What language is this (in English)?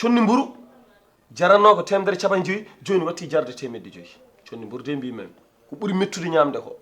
Fula